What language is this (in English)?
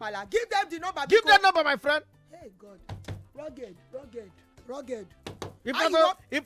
Nigerian Pidgin